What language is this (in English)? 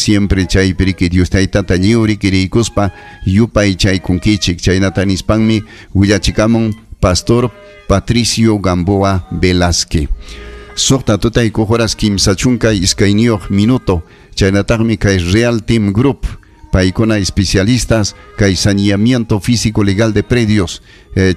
Ayacucho Quechua